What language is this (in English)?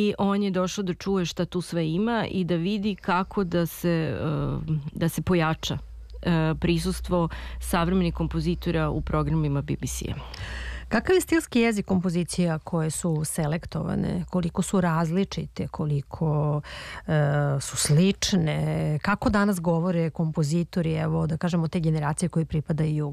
Serbian